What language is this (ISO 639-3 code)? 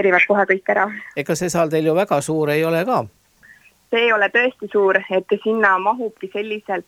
est